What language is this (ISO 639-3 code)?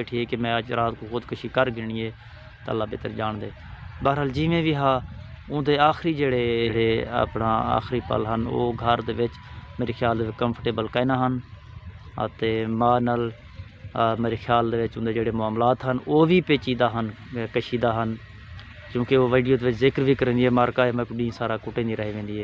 skr